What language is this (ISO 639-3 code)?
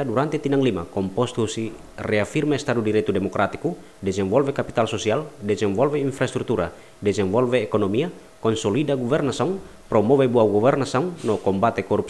tet